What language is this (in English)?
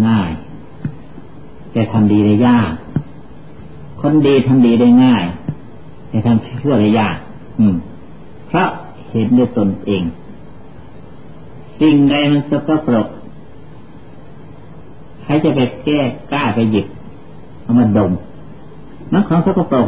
Thai